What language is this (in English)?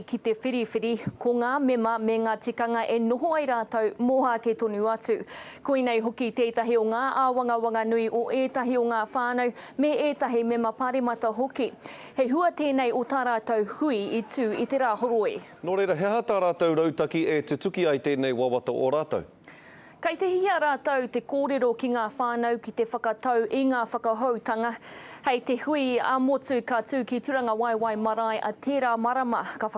Māori